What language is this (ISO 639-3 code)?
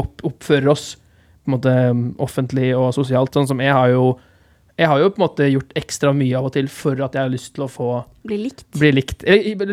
nor